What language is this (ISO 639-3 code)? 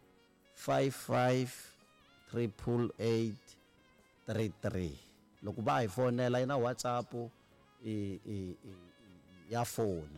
tso